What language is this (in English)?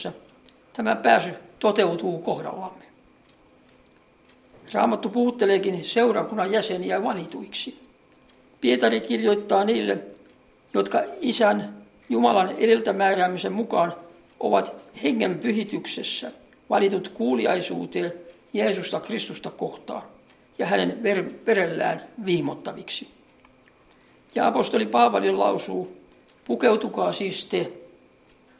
Finnish